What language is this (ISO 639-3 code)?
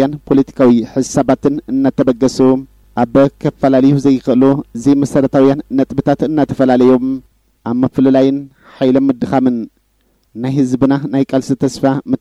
tir